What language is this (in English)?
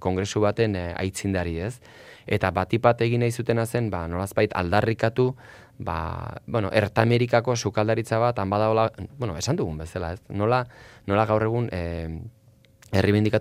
Basque